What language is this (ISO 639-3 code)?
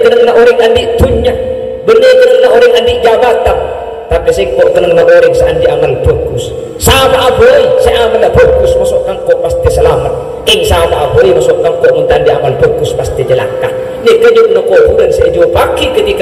mad